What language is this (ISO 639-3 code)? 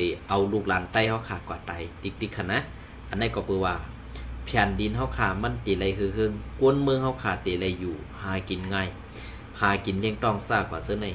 shn